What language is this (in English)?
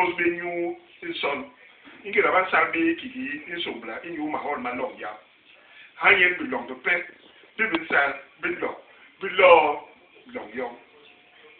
Basaa